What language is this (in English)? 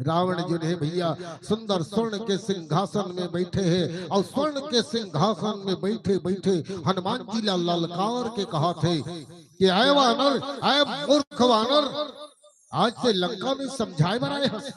Chhattisgarhi